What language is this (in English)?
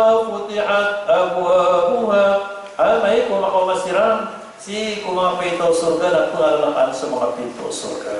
Maranao